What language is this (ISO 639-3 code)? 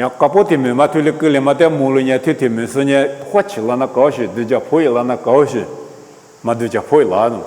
lis